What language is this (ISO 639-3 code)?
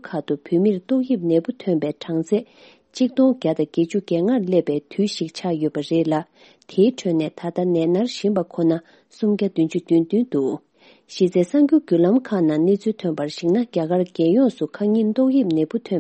bod